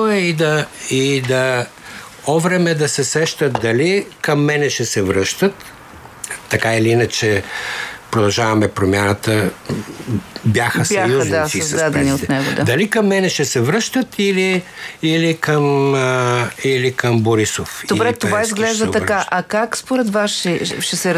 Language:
Bulgarian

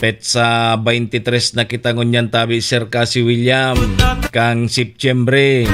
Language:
Bikol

